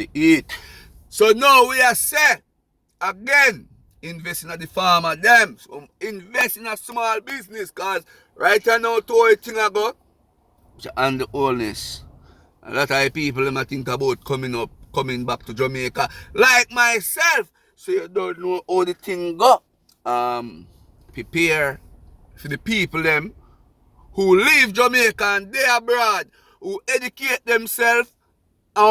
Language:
Jamaican Creole English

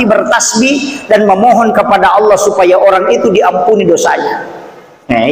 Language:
Buginese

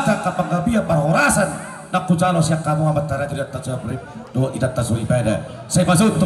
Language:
Batak Toba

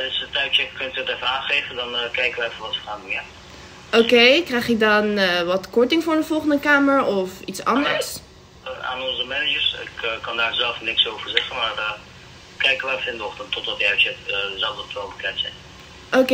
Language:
Dutch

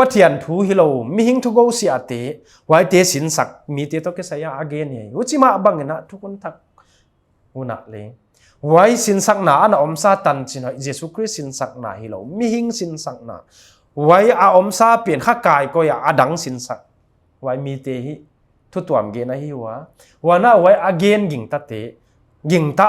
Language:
Paite Chin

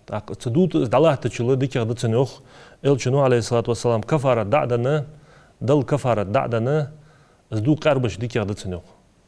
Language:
Ingush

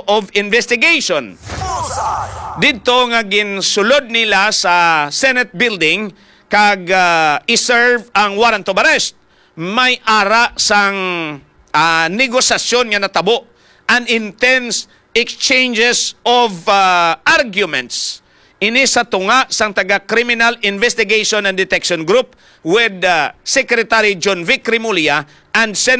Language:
Hiligaynon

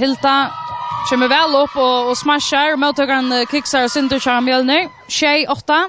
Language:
Faroese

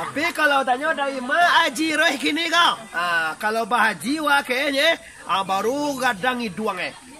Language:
Minangkabau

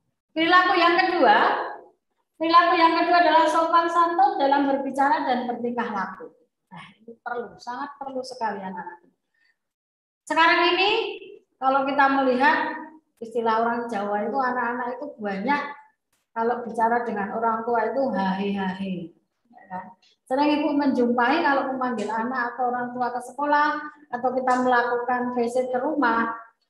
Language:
Indonesian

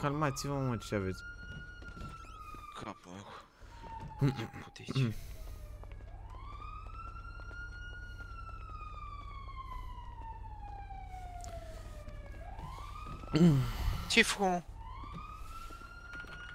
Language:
Romanian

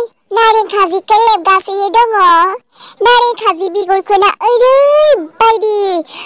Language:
Bodo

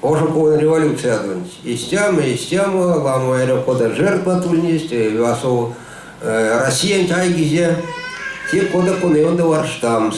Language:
Erzya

